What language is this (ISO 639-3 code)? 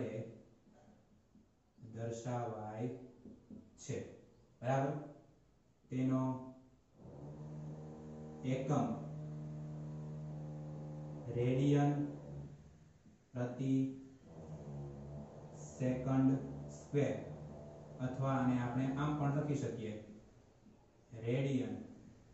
guj